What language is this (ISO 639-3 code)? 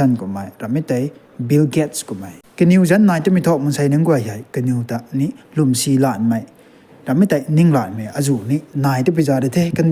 nbu